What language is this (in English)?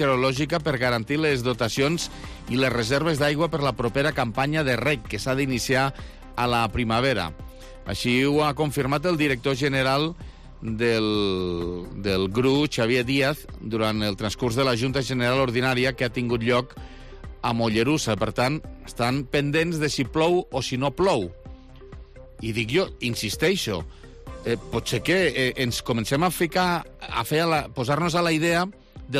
Catalan